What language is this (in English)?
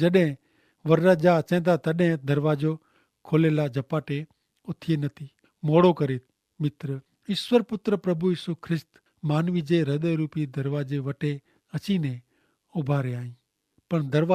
Kachhi